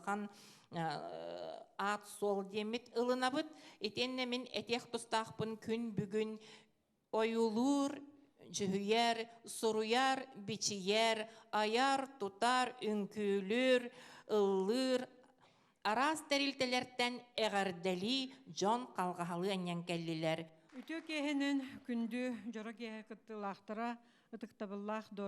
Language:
Yakut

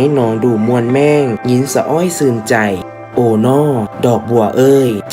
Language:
Lao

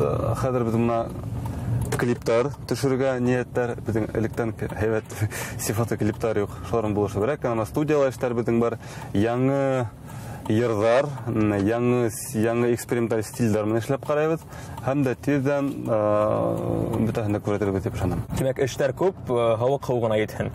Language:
Bashkir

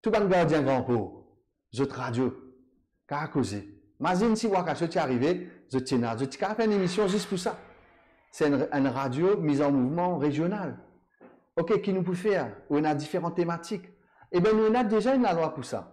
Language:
Morisyen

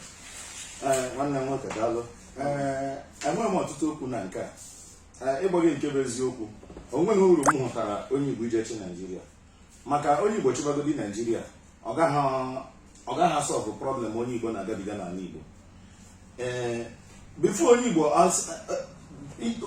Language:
Igbo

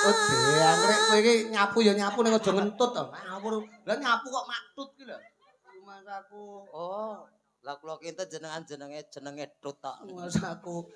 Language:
Javanese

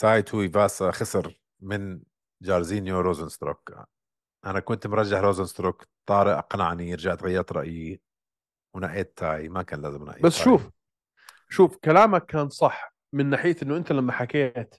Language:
North Levantine Arabic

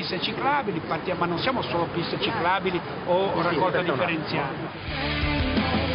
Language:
Italian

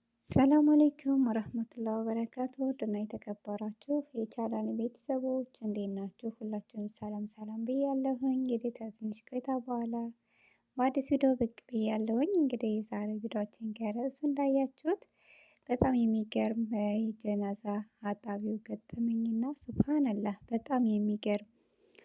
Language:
Amharic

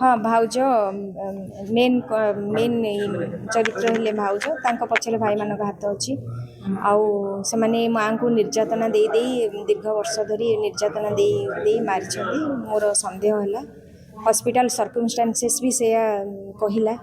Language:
Odia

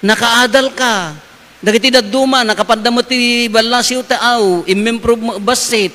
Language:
Iloko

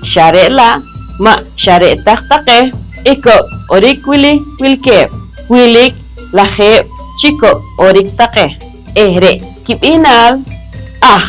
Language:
Poqomchi'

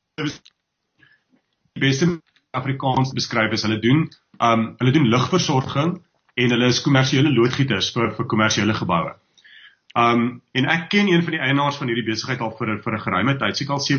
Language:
Afrikaans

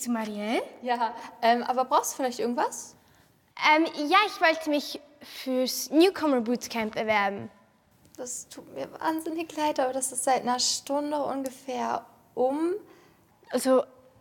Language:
Swiss German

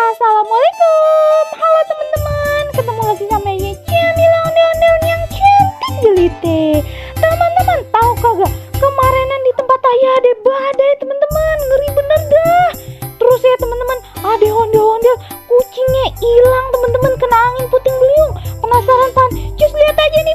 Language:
Betawi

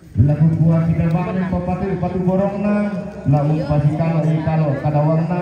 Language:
Toraja-Sa'dan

